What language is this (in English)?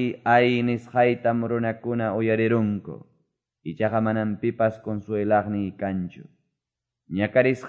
Quechua